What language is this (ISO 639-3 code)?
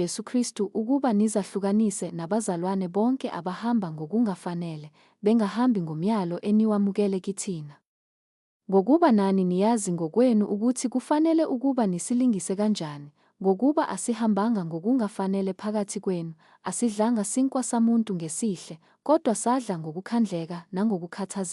zul